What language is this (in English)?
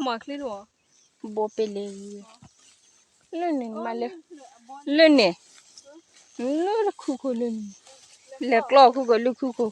S'gaw Karen